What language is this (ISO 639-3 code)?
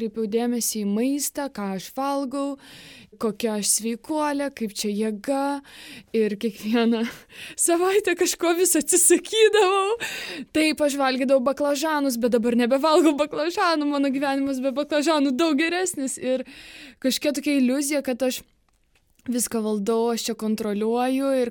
lit